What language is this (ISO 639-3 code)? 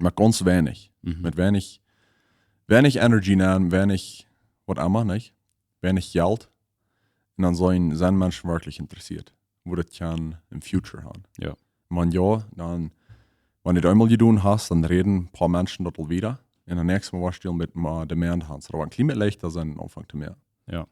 pdt